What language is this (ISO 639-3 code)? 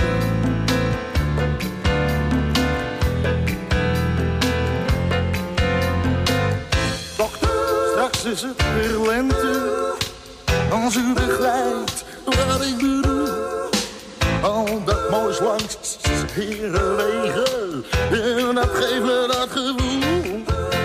nld